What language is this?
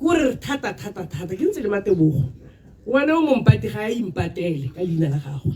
Tswana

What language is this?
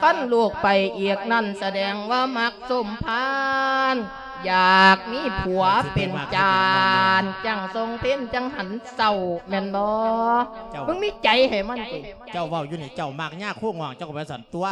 Lao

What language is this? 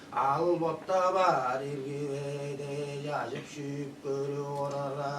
Tuvinian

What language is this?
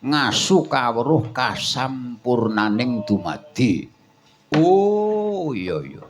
Javanese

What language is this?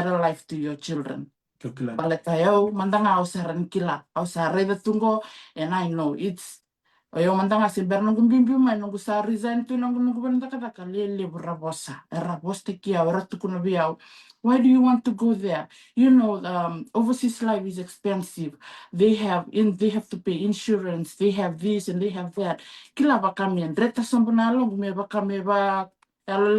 Fijian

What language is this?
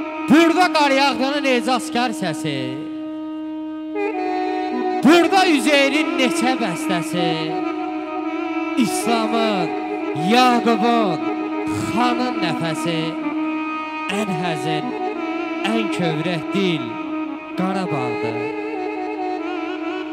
Azerbaijani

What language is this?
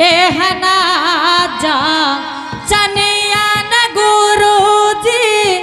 Angika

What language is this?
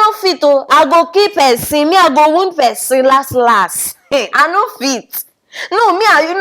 Nigerian Pidgin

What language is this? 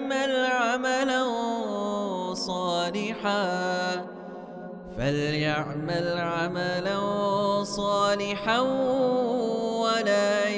Arabic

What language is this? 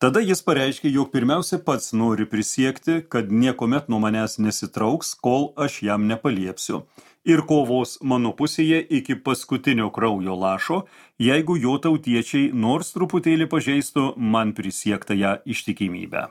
Lithuanian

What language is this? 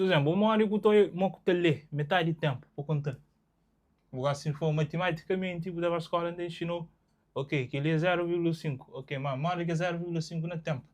Kabuverdianu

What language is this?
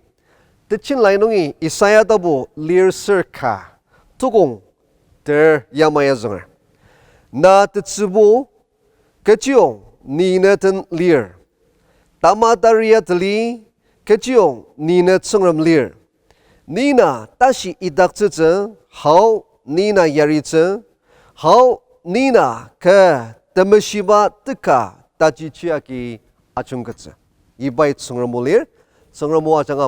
Ao Naga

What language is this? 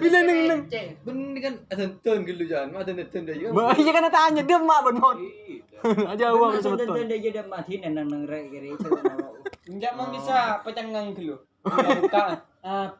Madurese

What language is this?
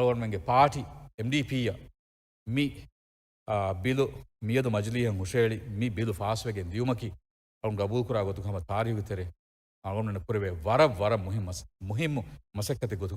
Divehi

